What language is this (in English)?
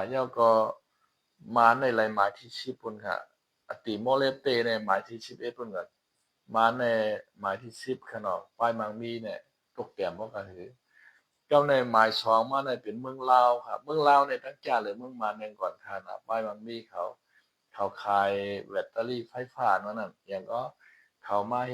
Shan